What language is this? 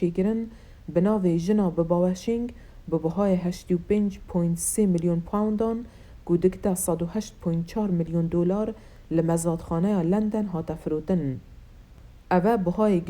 Kurdish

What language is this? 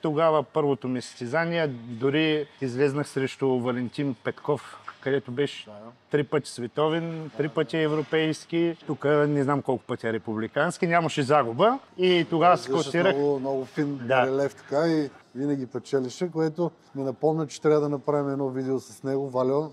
Bulgarian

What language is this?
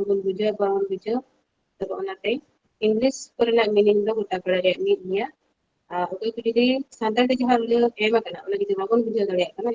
Santali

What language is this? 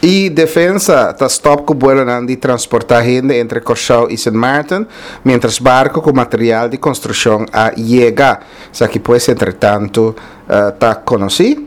Papiamento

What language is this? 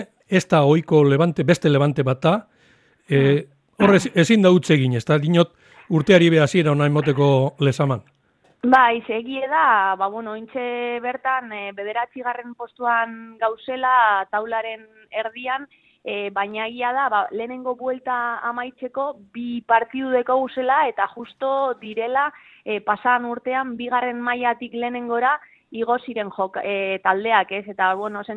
Basque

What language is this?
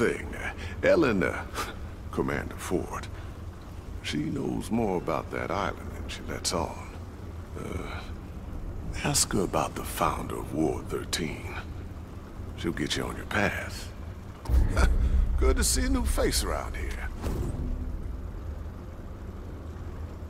English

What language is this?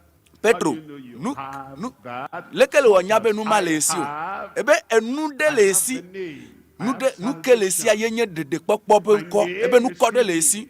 Ewe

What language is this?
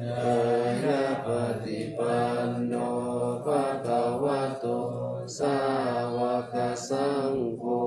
Pali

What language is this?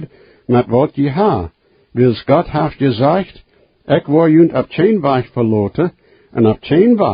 Plautdietsch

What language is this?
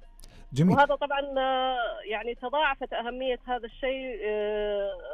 Arabic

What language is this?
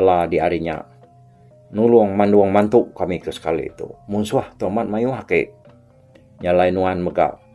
Iban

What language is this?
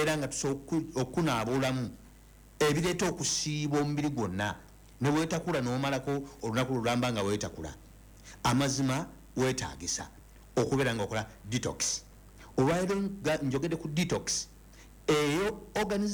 Ganda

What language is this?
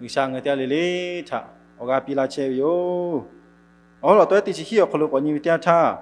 Lahu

